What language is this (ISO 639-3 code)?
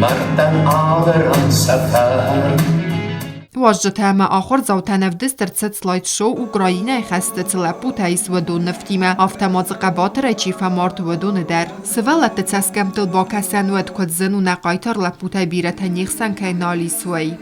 oss